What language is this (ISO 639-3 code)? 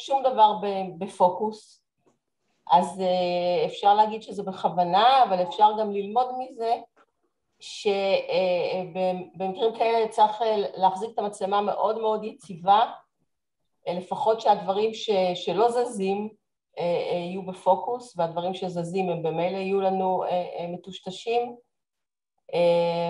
heb